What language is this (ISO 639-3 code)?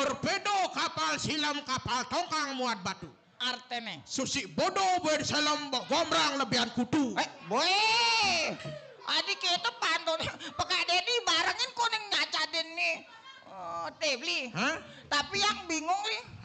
ban